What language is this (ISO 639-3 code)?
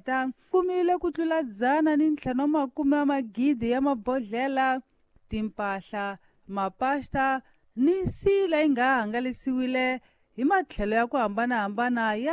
tso